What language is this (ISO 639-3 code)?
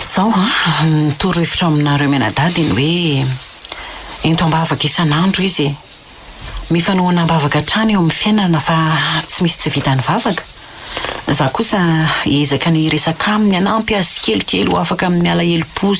mlg